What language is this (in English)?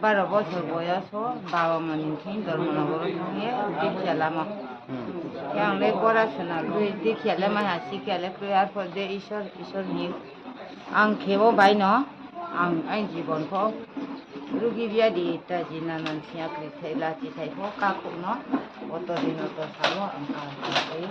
Riang (India)